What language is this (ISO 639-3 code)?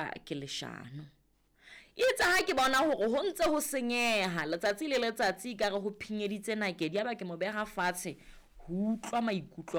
sot